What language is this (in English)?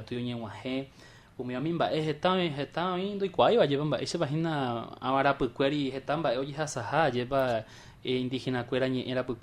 Guarani